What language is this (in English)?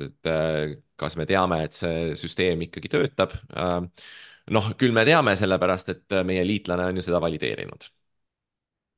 Estonian